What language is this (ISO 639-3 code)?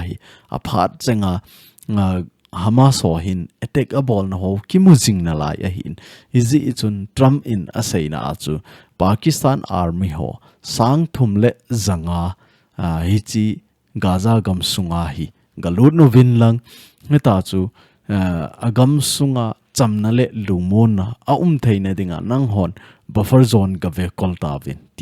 tcz